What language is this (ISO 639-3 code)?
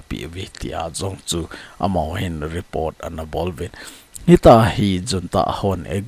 tcz